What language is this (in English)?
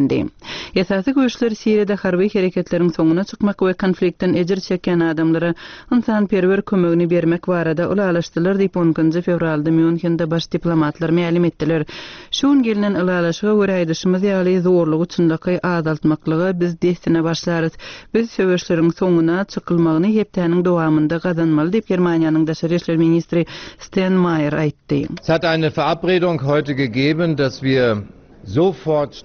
Turkmen